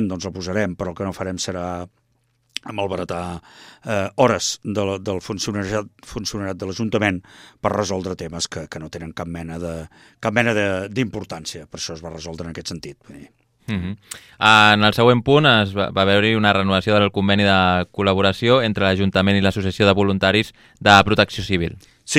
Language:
Catalan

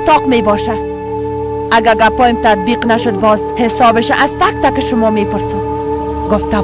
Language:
Persian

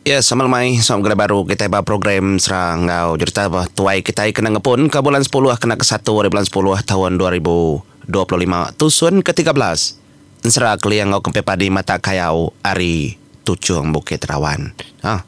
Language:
Iban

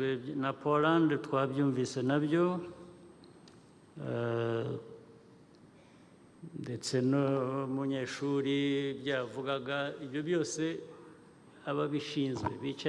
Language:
Kinyarwanda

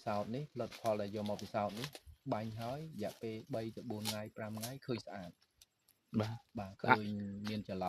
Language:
Khmer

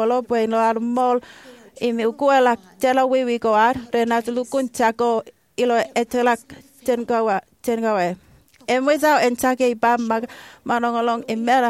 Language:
Marshallese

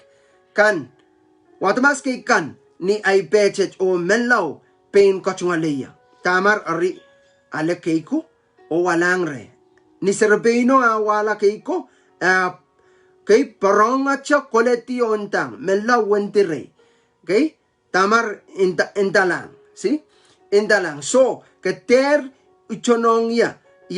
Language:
Pohnpeian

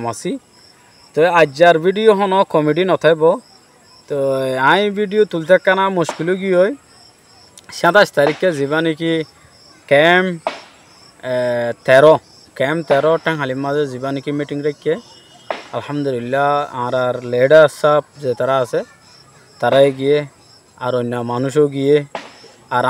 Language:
Rohingya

